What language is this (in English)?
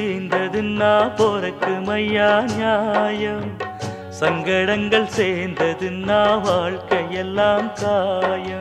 Tamil